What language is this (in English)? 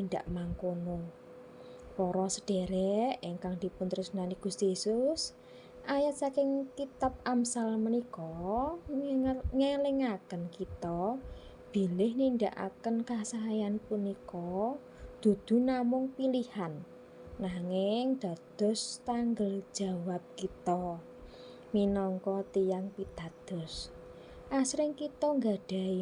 Javanese